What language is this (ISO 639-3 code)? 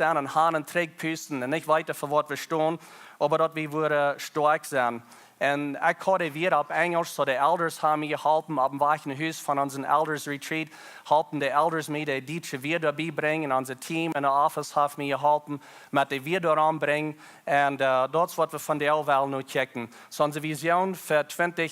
pdt